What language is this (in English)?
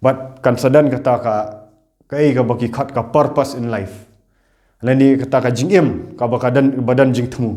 Khasi